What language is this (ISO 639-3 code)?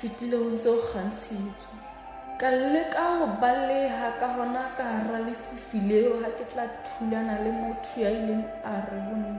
sot